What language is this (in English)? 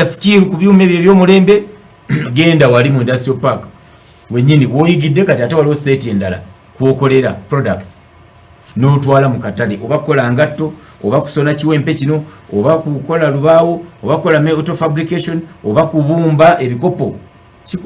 Ganda